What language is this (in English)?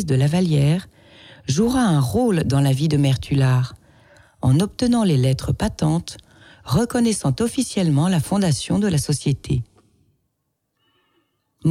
French